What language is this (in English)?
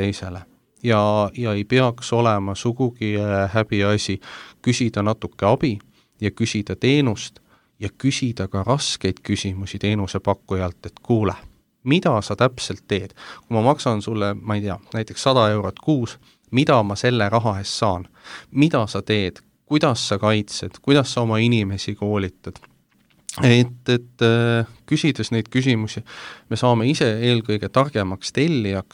Estonian